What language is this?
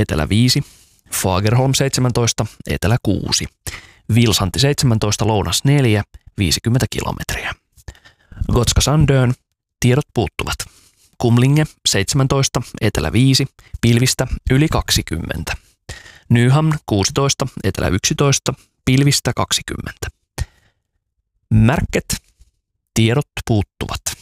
Finnish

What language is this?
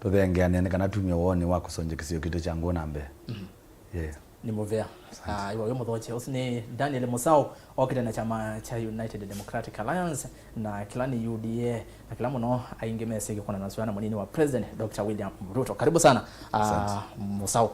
Kamba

